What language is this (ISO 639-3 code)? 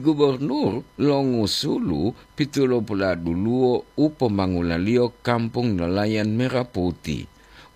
gor